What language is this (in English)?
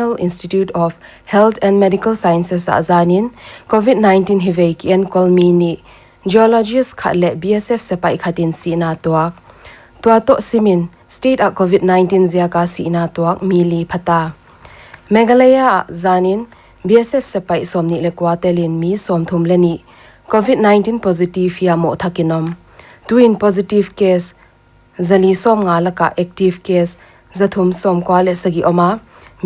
Paite Chin